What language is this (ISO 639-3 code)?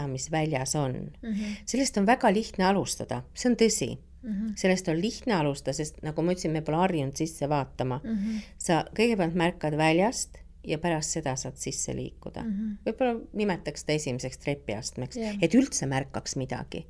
est